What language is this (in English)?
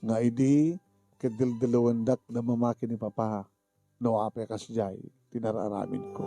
Iloko